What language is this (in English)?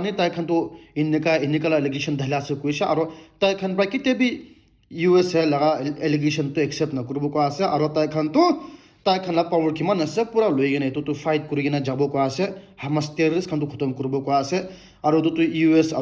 Naga Pidgin